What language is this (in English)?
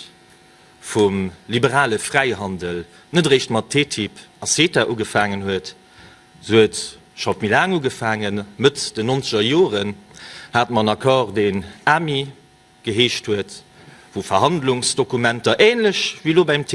Luxembourgish